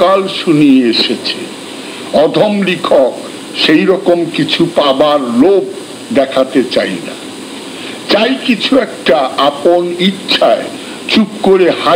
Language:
Bangla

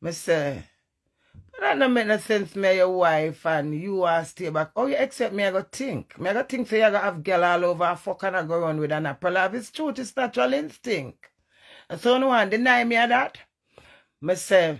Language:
Jamaican Creole English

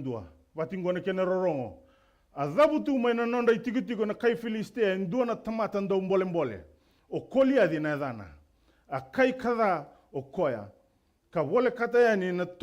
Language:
Fijian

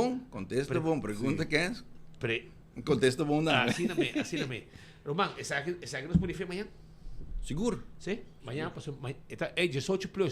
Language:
Papiamento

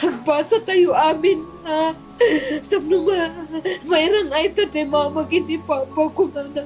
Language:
Iloko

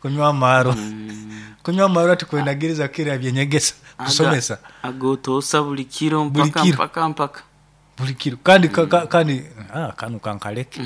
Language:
Nyoro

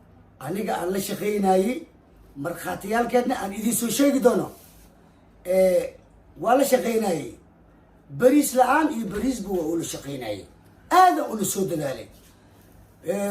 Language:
Somali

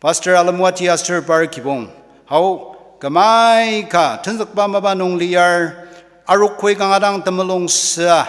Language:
Ao Naga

